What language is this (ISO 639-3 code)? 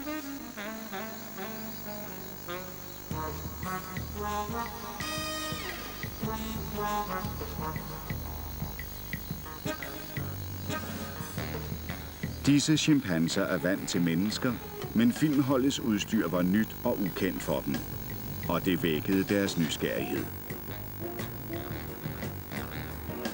dan